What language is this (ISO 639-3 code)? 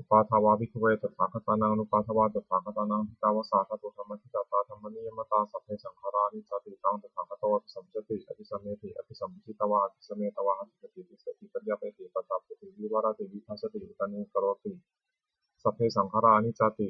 pli